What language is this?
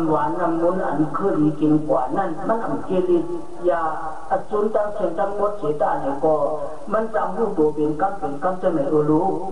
Shan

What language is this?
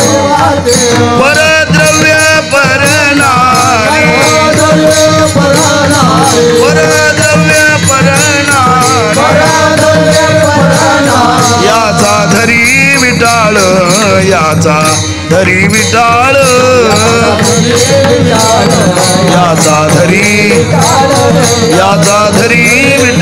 Marathi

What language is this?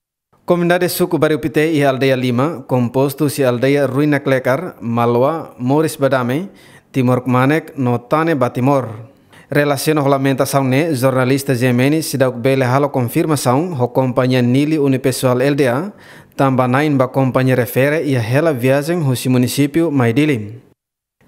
Tetum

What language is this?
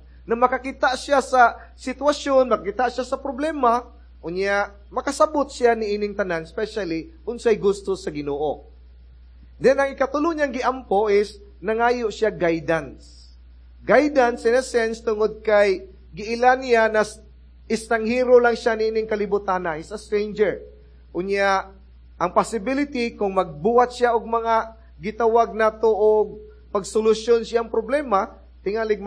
Cebuano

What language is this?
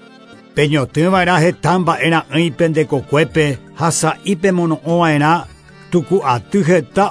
Guarani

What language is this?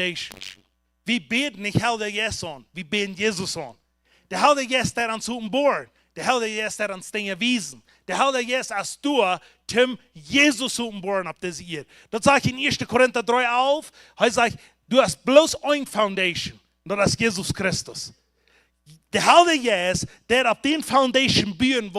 Plautdietsch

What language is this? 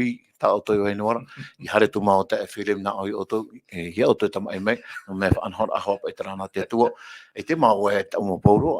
Tahitian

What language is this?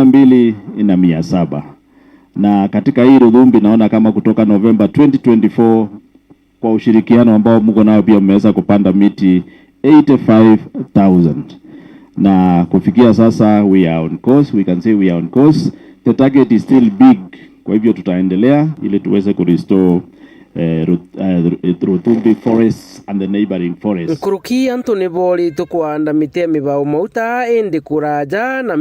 Meru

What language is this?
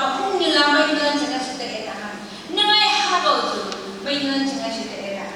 Phom Naga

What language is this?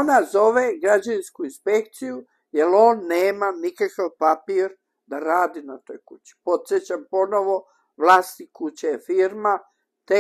Bosnian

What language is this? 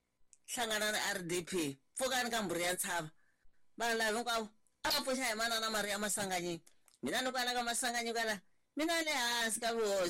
Tsonga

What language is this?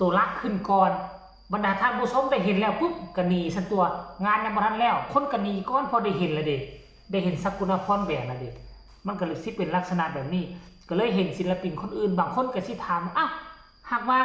Northeastern Thai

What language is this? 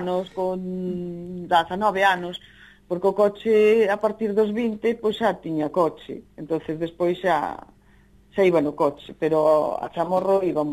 Galician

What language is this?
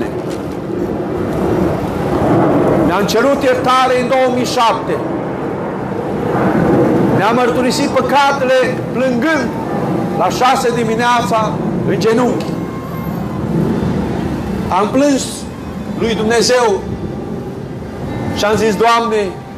Romanian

